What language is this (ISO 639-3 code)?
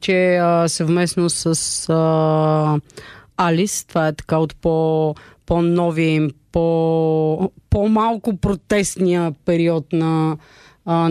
bul